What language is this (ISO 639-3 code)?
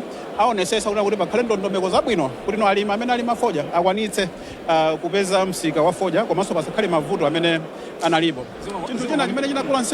nya